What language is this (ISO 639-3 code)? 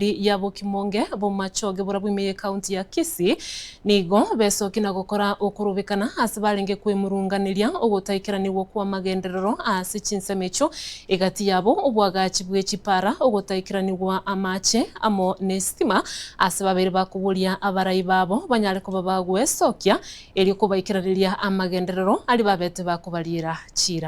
guz